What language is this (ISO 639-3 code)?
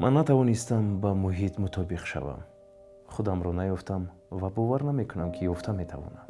tgk